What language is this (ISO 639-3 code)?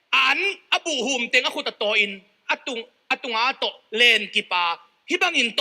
ctd